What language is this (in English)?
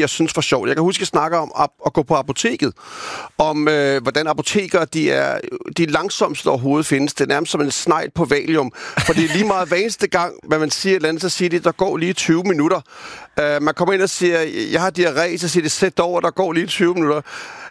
Danish